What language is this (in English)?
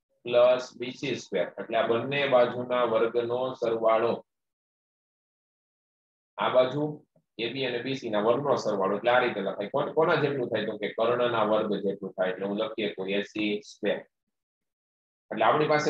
Gujarati